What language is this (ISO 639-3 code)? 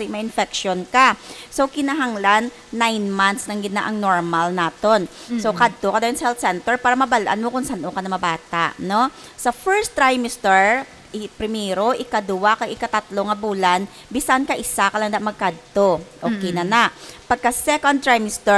hil